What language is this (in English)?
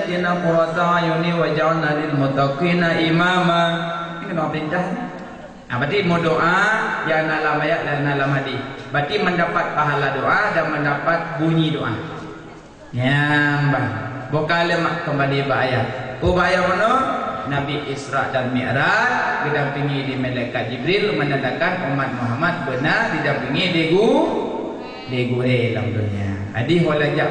Achinese